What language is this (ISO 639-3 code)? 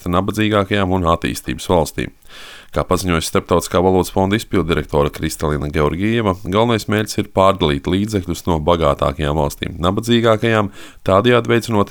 lav